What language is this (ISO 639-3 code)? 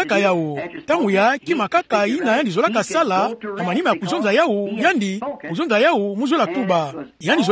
ktu